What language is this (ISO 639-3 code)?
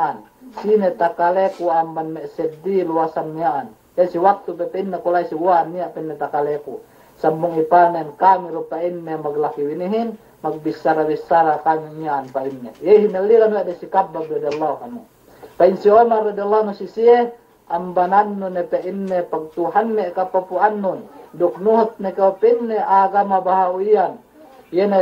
yka